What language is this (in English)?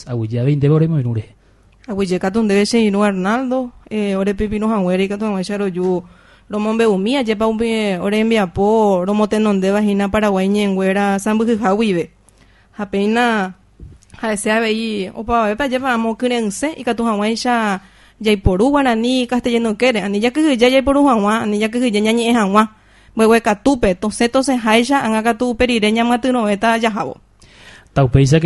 Guarani